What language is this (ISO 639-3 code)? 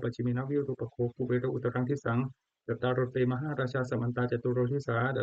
pli